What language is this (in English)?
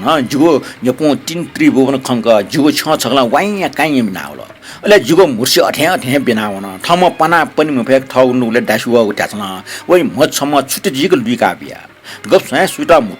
Newari